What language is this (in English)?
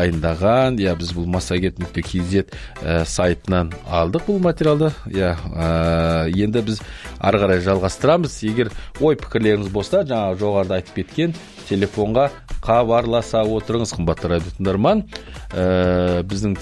Kazakh